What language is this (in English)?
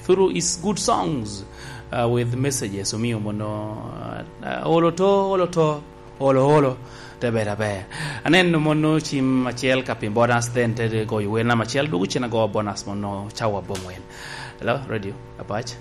Lango (Uganda)